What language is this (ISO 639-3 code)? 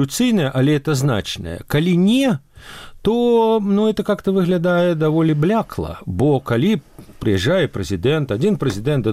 bel